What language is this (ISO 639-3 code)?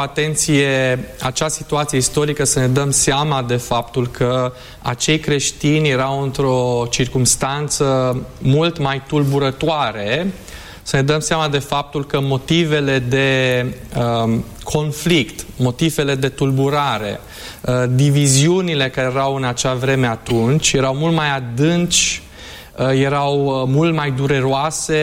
ron